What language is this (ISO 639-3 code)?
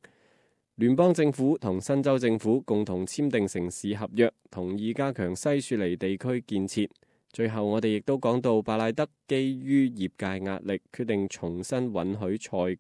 yue